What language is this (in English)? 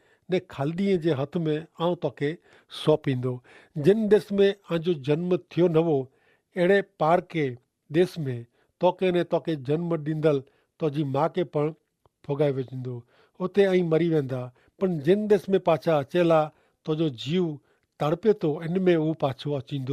Kachhi